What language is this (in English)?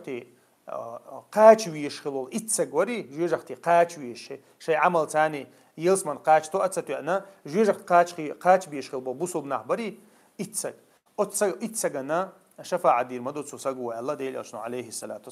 Chechen